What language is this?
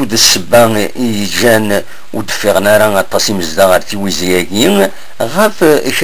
Kabyle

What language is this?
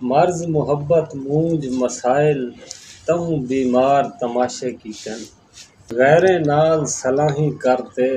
Saraiki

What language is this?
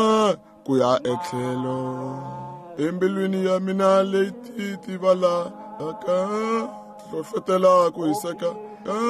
Tsonga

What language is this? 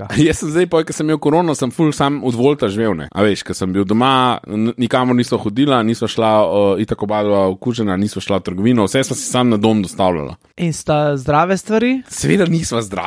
Slovenian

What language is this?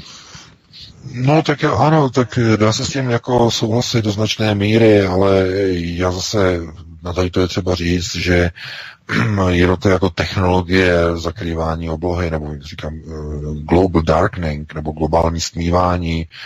Czech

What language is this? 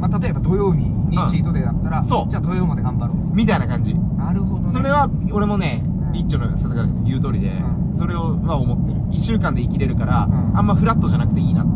Japanese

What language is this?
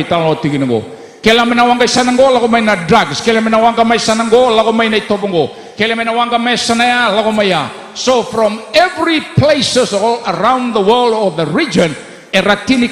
Fijian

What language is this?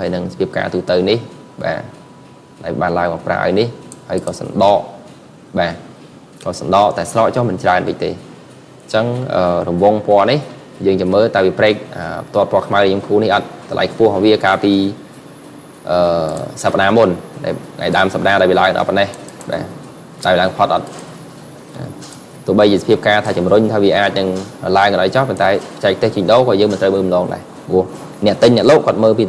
Khmer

